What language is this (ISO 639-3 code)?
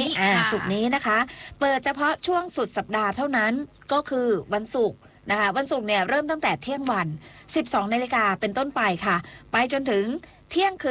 tha